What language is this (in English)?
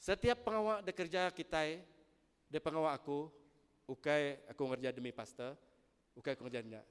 Iban